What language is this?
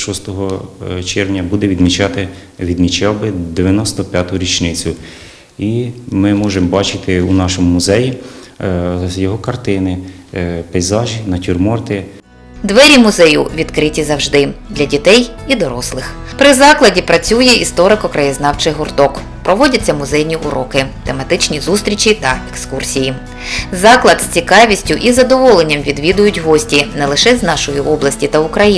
Ukrainian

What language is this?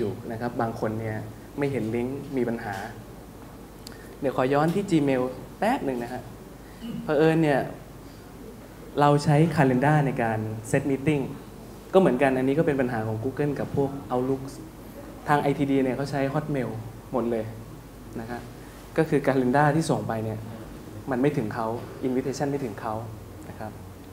Thai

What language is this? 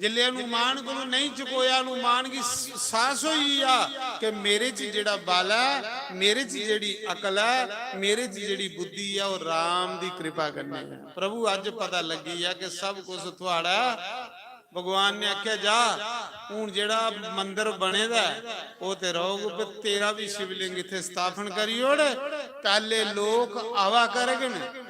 Dogri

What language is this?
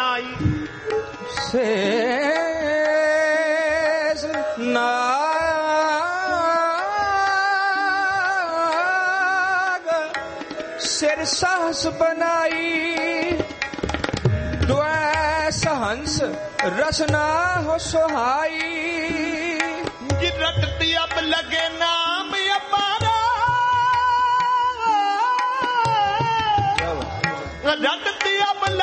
Punjabi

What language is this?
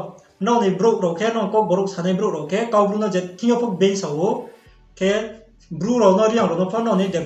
Riang (India)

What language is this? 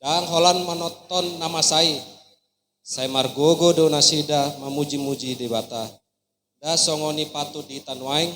Batak Toba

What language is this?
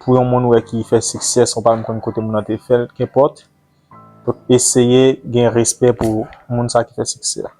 Haitian Creole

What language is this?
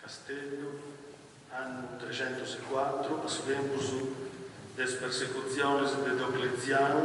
Sardinian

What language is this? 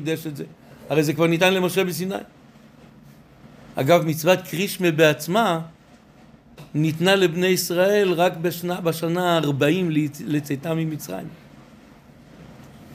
Hebrew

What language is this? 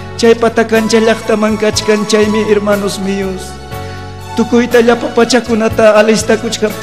Ayacucho Quechua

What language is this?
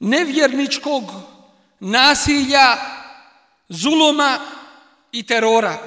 Bosnian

